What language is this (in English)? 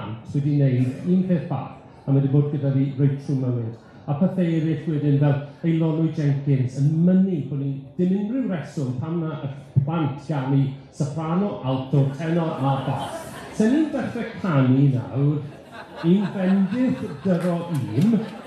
Welsh